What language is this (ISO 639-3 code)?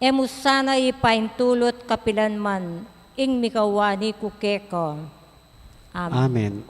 pam